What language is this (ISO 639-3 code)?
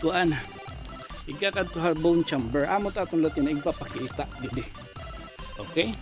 war